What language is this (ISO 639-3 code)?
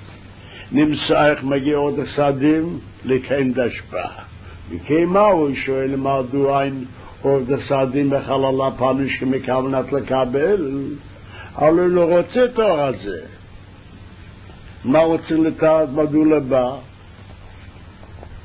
heb